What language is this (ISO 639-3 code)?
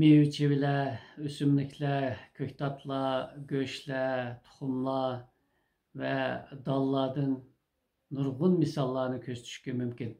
uig